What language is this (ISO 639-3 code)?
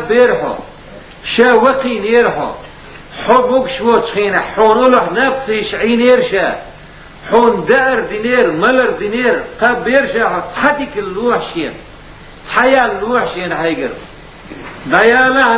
che